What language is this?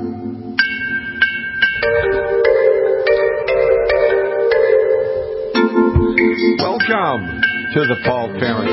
English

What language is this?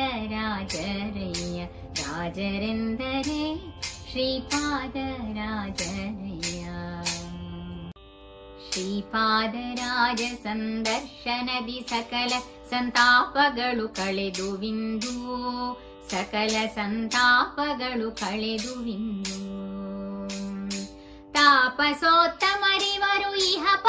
Kannada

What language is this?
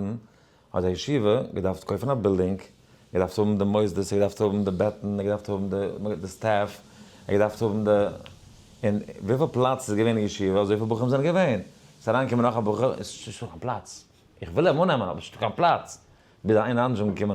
Yiddish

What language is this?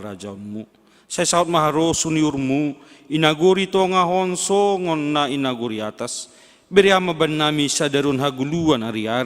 Batak Simalungun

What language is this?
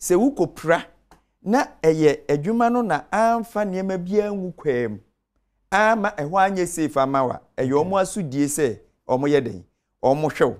Akan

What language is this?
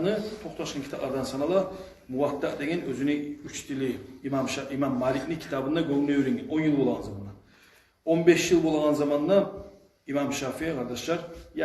Kumyk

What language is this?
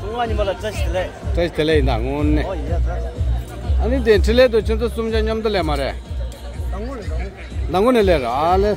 Tibetan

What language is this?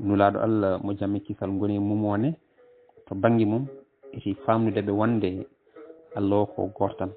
Fula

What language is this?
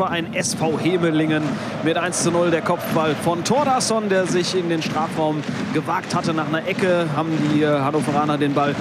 German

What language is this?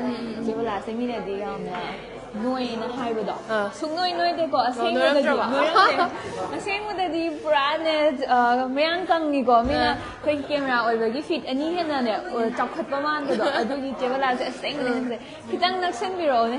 Manipuri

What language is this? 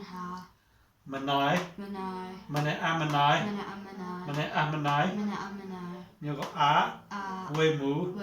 Mon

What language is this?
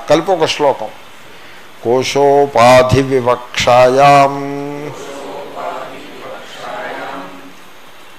Telugu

